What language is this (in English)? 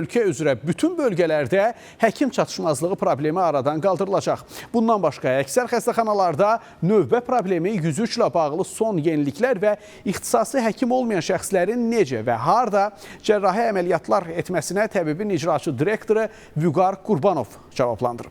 Azerbaijani